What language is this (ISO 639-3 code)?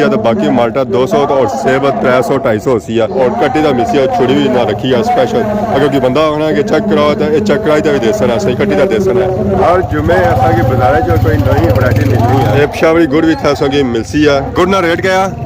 phr